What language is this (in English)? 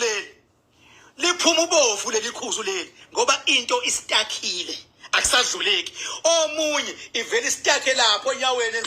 Zulu